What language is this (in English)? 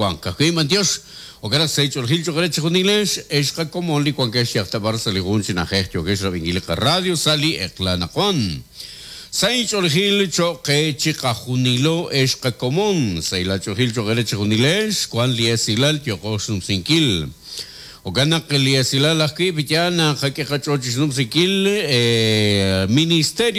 Kekchí